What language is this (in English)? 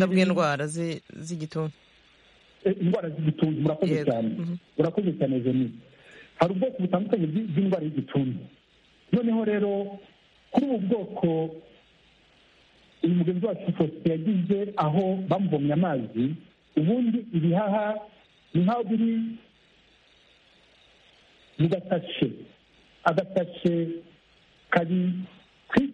Kinyarwanda